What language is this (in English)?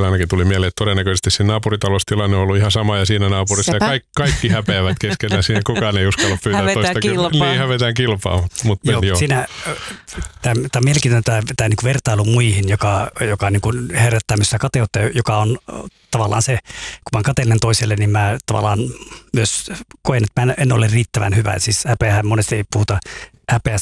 Finnish